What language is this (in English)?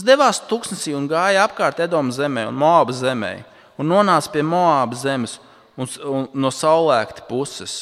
Latvian